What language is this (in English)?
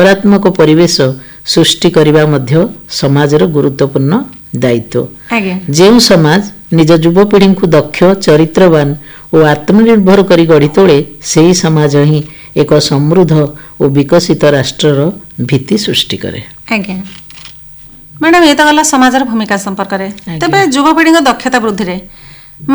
Odia